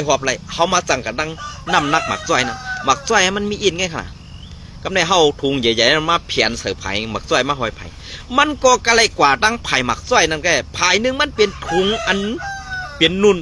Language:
Shan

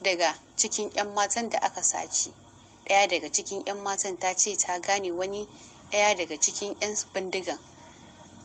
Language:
Hausa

